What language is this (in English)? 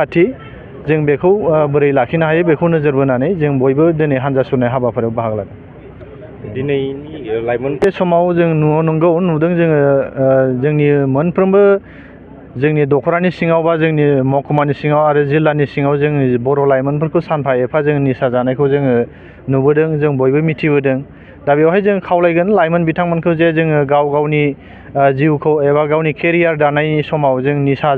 Bodo